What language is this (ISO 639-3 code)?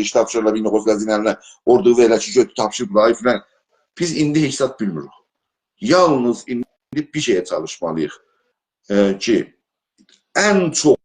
azb